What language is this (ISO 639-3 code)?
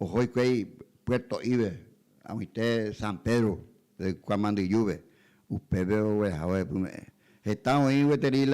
grn